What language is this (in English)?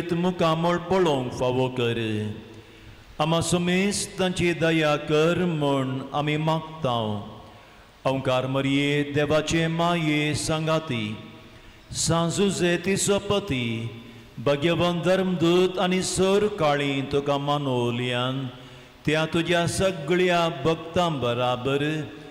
Konkani